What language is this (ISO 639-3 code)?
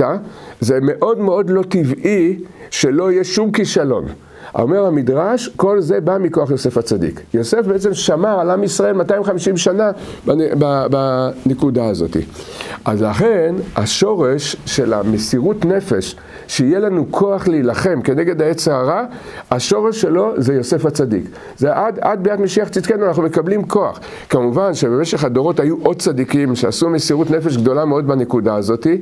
heb